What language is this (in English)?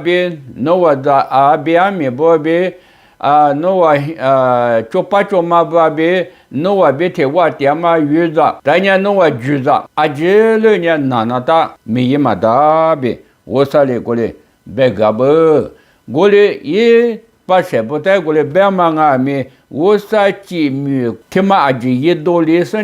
Lisu